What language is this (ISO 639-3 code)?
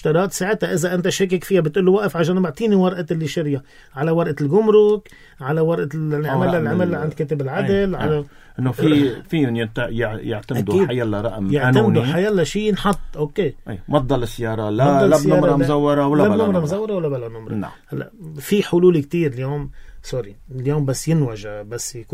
apc